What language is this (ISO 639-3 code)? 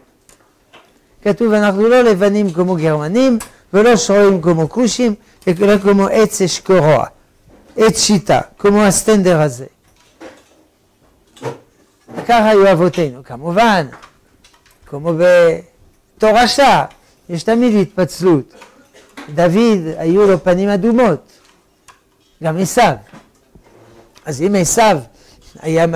heb